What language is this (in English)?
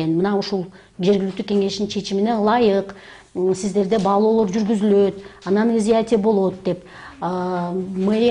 Kyrgyz